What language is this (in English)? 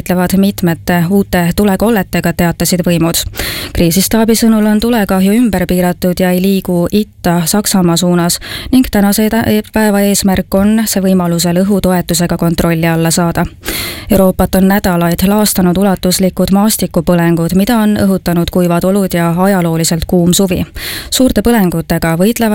Estonian